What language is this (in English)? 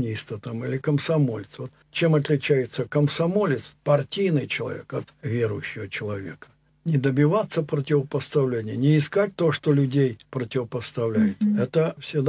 Russian